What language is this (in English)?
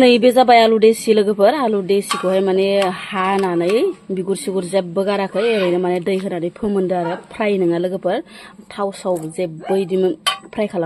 Bodo